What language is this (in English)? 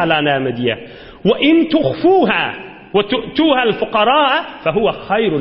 Turkmen